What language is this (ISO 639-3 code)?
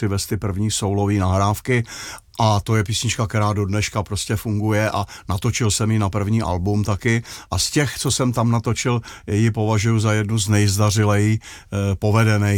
ces